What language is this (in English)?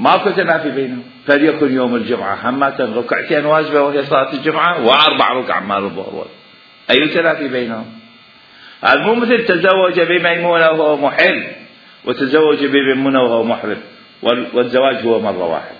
Mesopotamian Arabic